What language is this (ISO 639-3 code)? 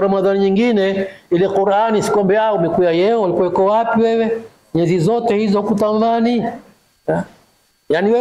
swa